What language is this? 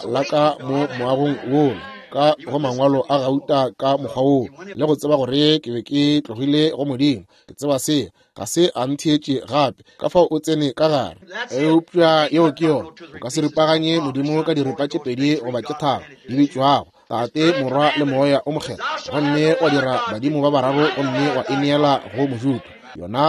Northern Sotho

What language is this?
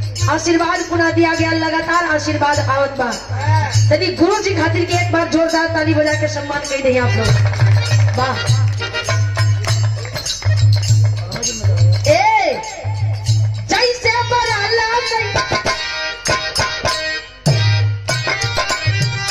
Bhojpuri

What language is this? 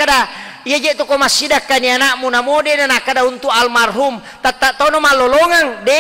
Buginese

